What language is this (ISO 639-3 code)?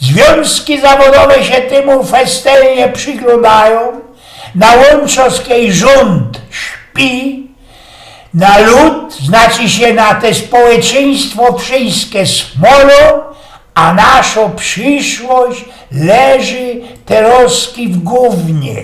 szl